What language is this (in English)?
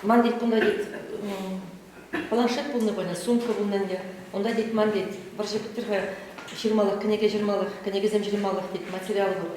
Chuvash